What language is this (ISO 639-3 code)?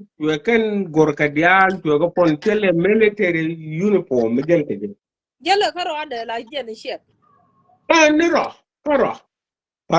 nus